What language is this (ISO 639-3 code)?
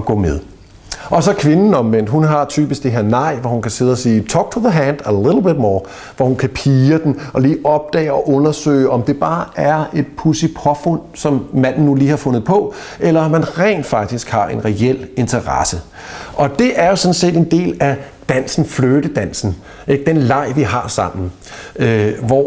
dan